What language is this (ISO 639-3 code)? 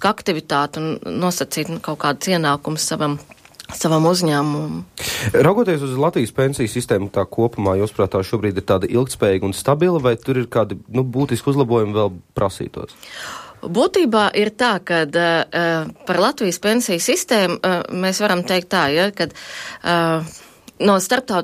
lav